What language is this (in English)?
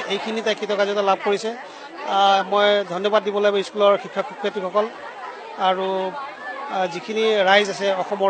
Assamese